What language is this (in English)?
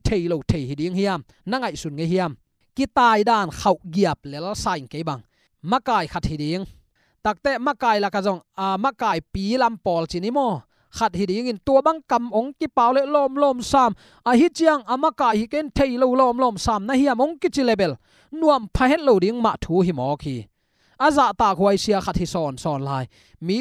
Tedim Chin